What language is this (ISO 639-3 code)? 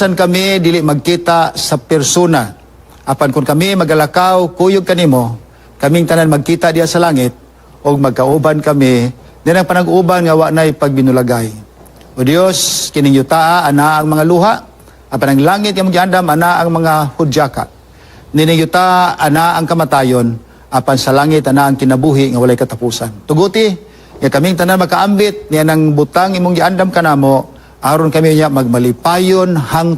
ceb